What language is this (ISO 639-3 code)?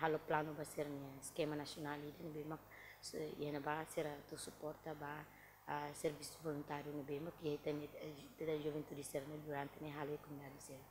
tet